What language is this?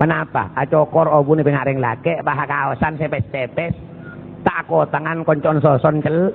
Madurese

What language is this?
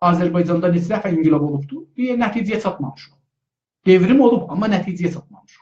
South Azerbaijani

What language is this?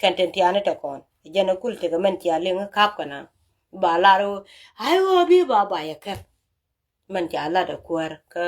Nuer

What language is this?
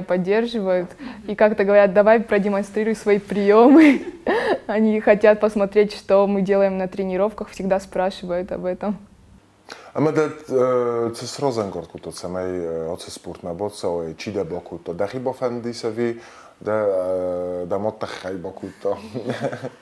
Ossetic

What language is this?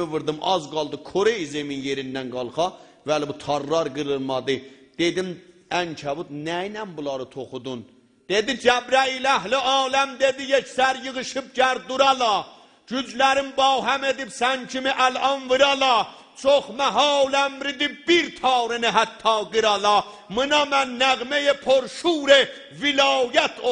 South Azerbaijani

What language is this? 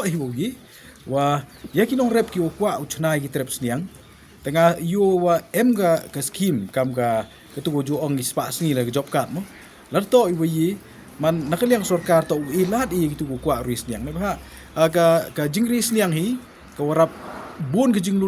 Khasi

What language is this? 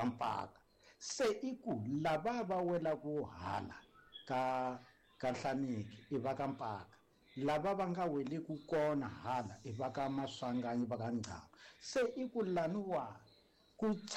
Tsonga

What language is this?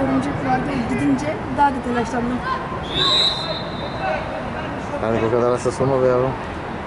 Turkish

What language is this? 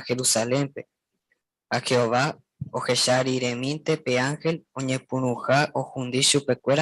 Guarani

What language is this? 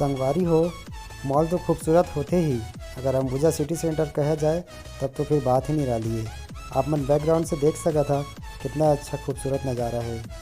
Chhattisgarhi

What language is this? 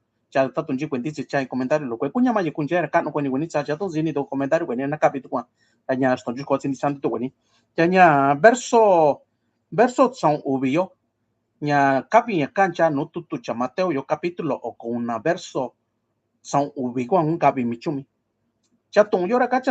Mixtepec Mixtec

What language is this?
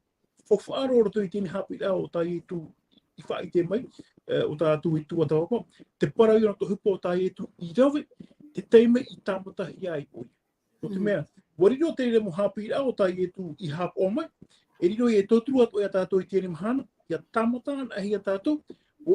Tahitian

